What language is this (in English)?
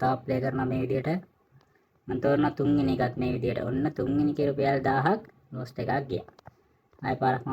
Sinhala